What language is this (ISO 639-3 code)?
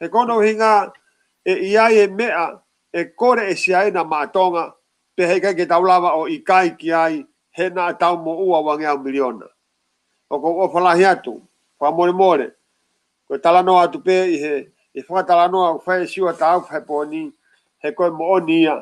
ton